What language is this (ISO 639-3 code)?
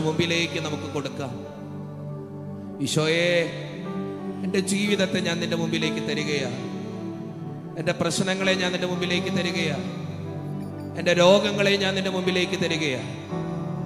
mal